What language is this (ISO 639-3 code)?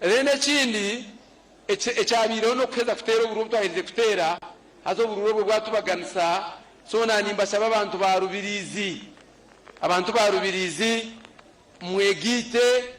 nyn